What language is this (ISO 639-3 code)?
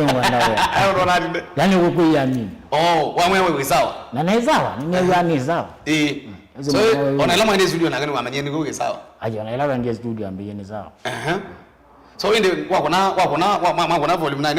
kam